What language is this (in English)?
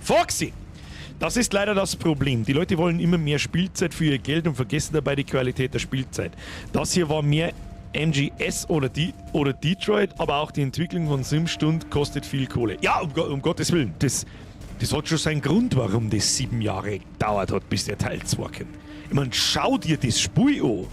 Bavarian